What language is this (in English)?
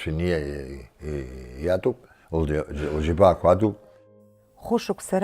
Abkhazian